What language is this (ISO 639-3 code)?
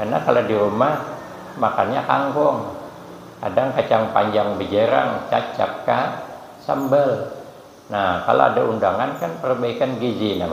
bjn